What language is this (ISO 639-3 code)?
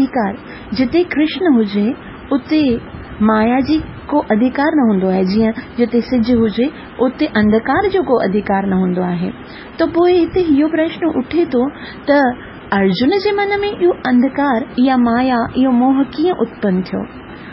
snd